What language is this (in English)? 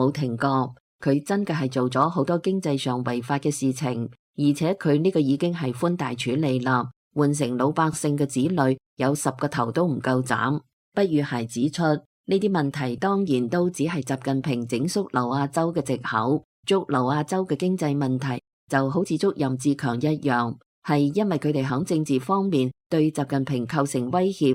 Cantonese